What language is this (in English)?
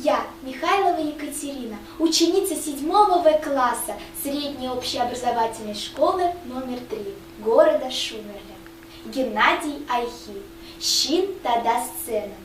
Chuvash